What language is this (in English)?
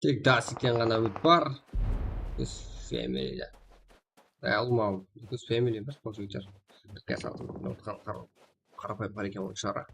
Kara-Kalpak